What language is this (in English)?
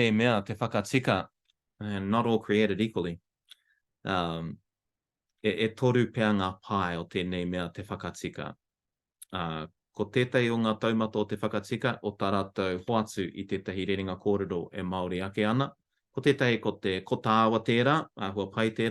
Māori